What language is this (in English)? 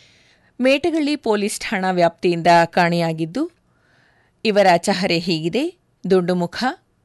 Kannada